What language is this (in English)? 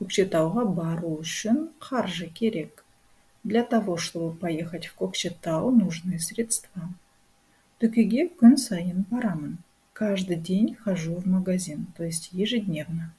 Kazakh